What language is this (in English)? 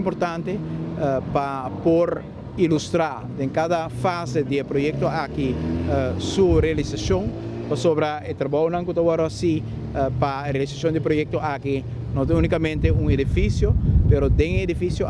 Papiamento